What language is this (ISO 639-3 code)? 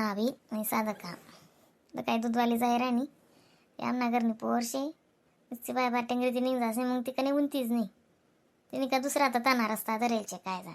khn